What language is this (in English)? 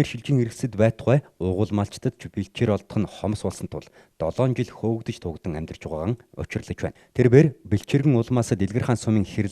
Mongolian